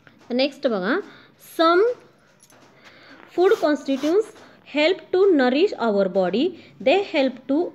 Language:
Marathi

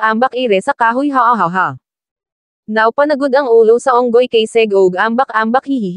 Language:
Cebuano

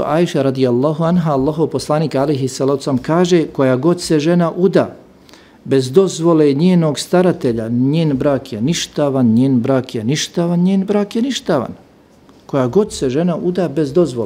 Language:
Bosnian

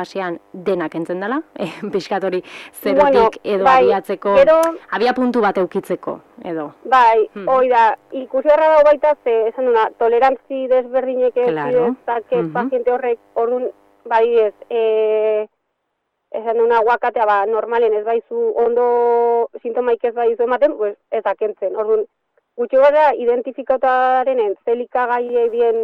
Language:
Basque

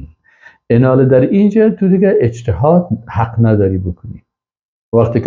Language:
Persian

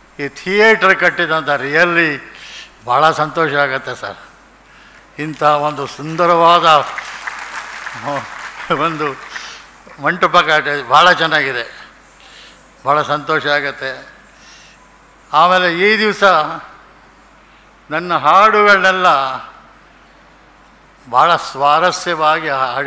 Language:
Kannada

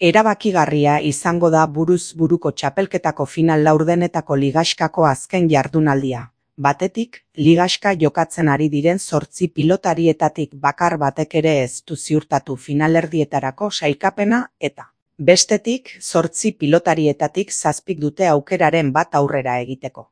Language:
Basque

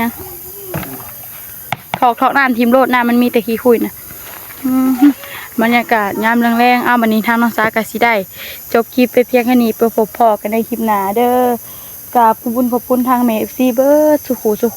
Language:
Northeastern Thai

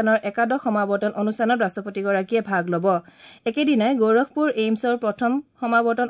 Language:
Assamese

